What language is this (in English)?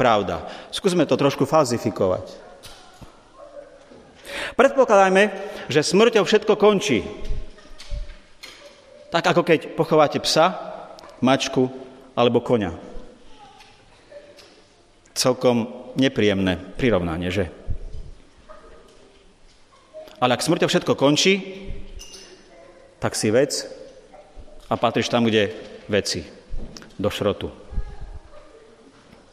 Slovak